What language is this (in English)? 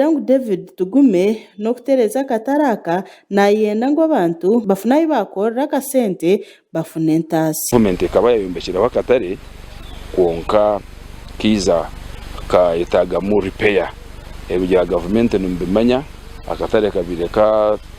Nyankole